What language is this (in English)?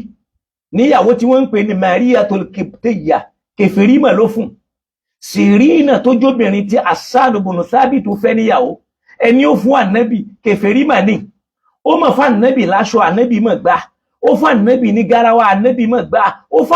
Yoruba